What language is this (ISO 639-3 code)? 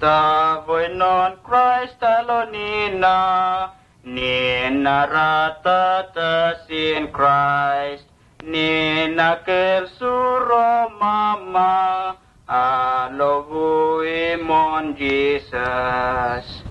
msn